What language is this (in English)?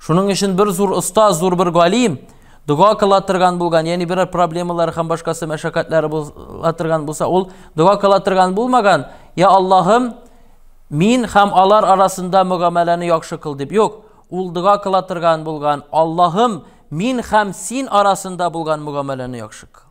Tatar